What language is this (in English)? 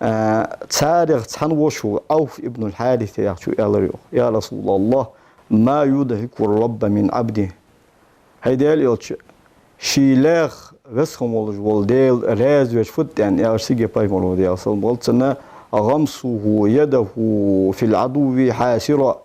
Ingush